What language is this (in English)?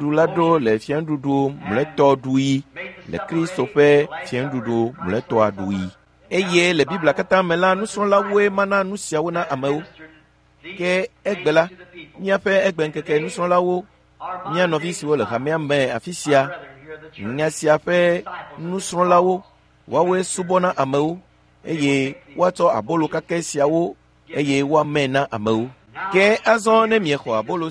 Ewe